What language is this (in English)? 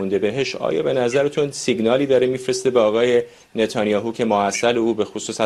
Persian